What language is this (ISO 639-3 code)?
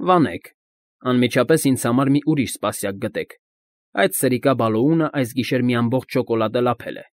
hye